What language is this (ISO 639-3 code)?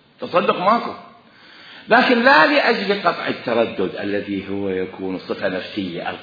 acm